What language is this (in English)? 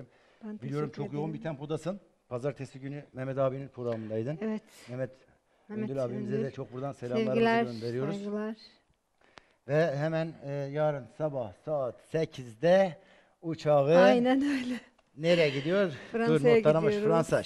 Turkish